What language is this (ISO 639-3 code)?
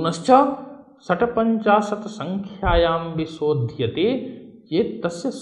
san